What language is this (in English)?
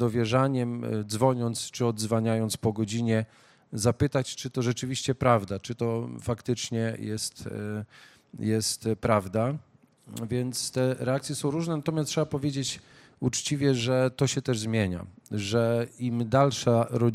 Polish